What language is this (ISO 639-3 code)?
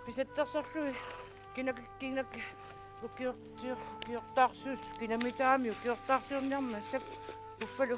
kal